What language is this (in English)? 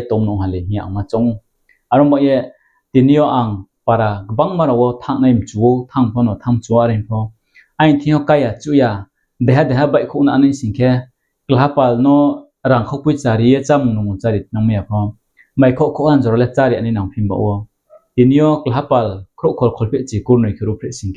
Riang (India)